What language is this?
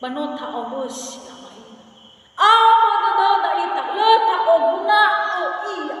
Nias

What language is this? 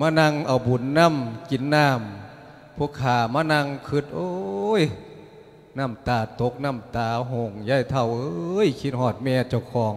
Lao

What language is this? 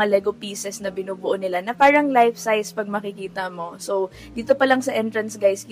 Filipino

